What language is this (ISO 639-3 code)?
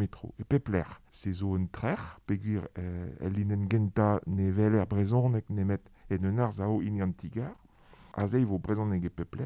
bre